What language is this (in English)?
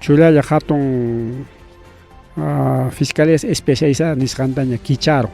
Ayacucho Quechua